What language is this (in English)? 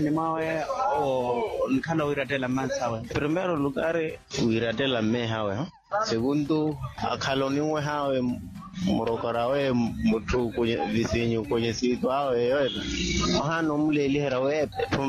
Makhuwa